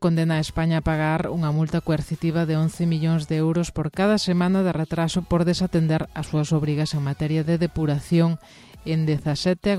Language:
Galician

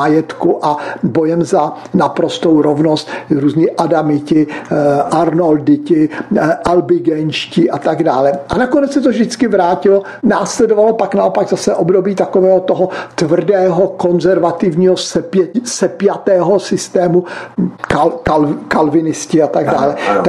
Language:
Czech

